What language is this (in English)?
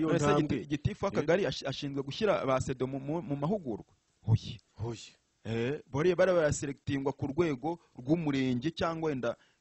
Kinyarwanda